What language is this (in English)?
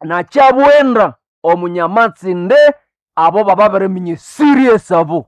Nande